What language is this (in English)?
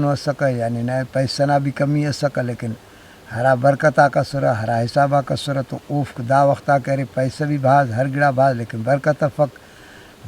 Brahui